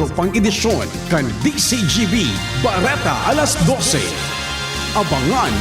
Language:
Bikol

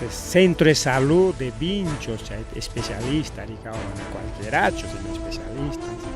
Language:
Ayacucho Quechua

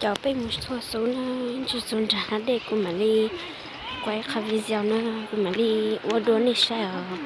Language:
Hmong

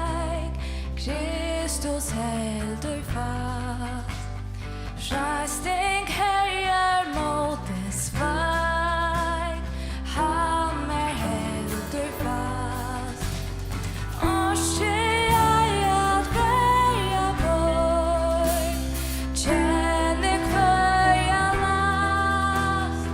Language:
Faroese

